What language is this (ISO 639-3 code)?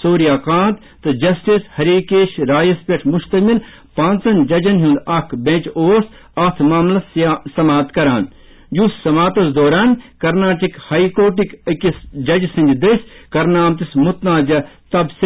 kas